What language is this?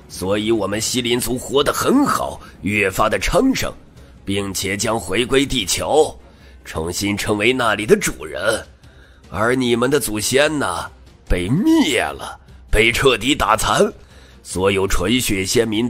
Chinese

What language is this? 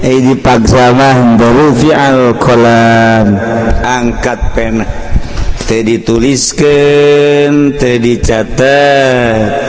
Sundanese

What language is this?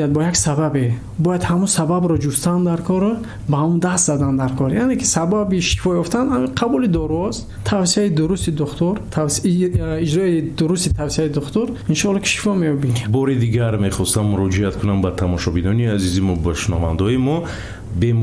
Tajik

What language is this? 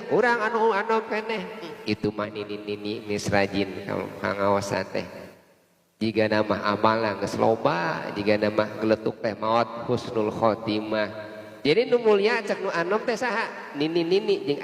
Sundanese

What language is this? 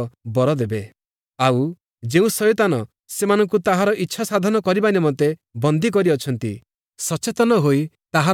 Odia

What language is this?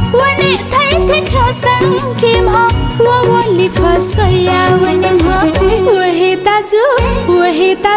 Newari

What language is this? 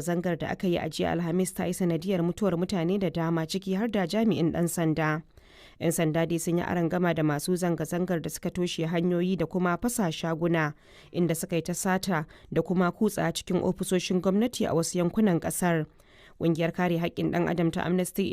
Hausa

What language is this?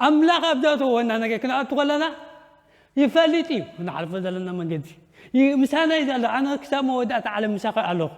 Tigrinya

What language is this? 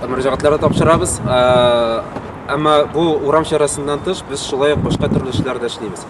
Tatar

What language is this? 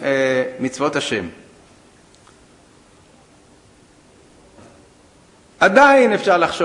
Hebrew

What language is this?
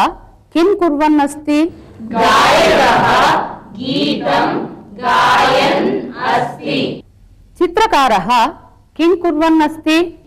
Sanskrit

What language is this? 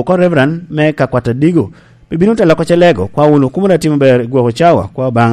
Lango (Uganda)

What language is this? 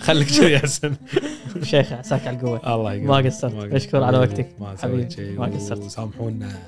Gulf Arabic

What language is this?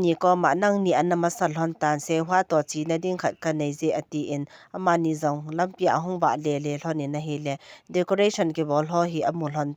Thado Chin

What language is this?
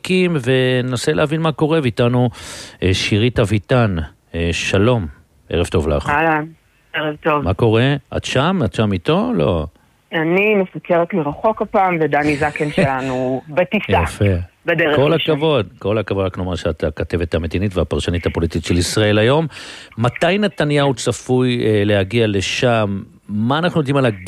Hebrew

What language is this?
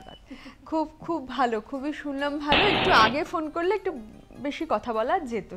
Bangla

